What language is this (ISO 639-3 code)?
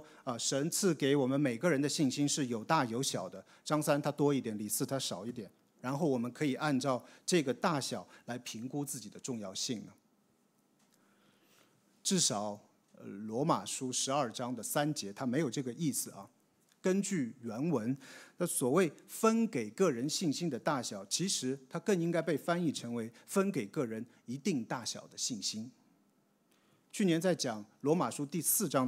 zho